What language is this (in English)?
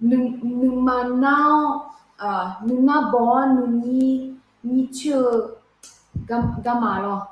Akha